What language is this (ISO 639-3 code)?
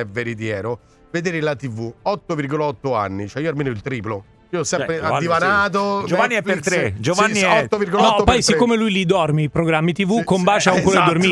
ita